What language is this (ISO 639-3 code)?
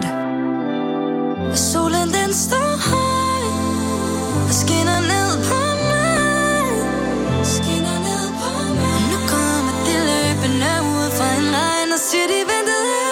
dan